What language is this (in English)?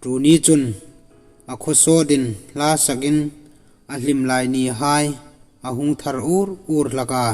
Hmar